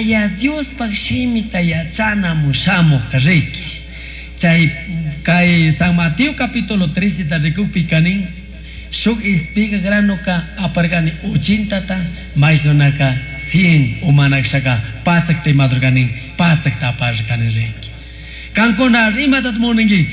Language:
Chimborazo Highland Quichua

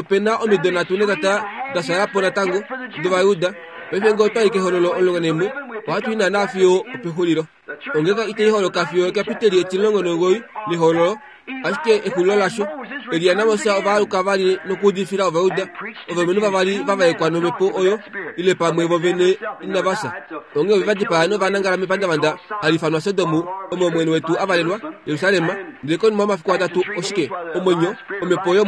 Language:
Kuanyama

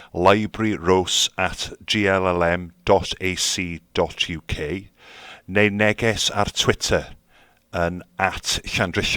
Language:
Welsh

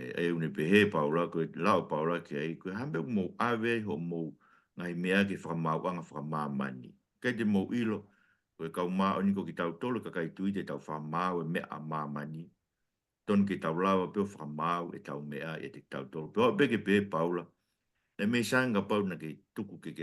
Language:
Tongan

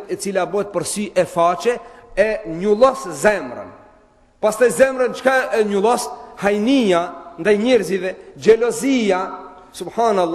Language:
Albanian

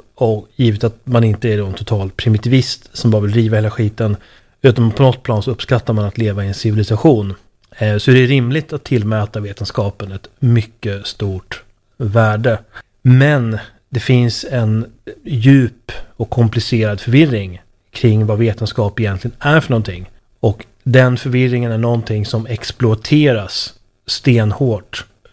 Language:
Swedish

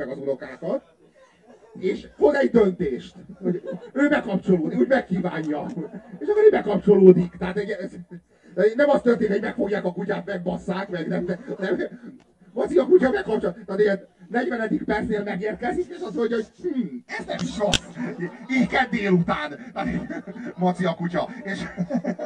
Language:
Hungarian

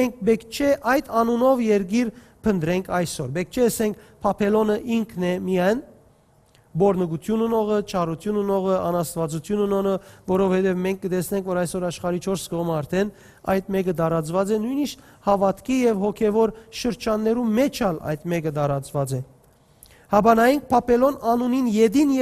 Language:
Western Armenian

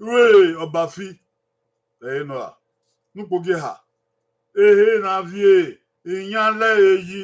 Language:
Bini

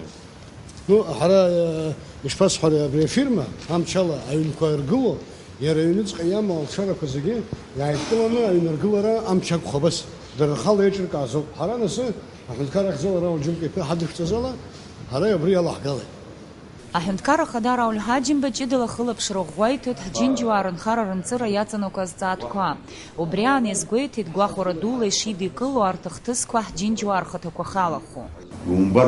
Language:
Abkhazian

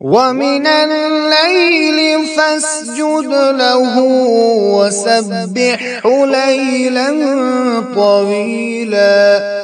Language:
Kashmiri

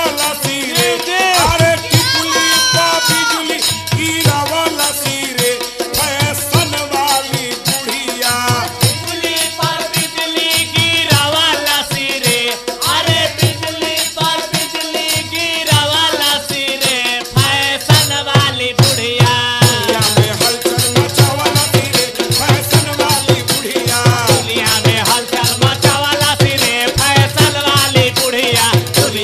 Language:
Bhojpuri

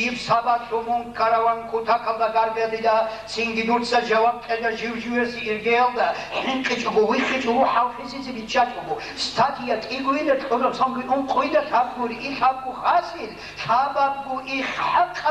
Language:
Avaric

